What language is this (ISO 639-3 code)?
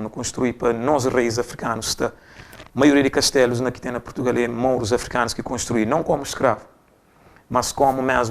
kea